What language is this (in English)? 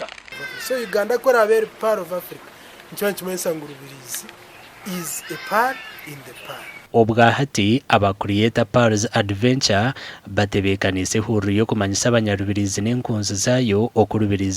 Nyankole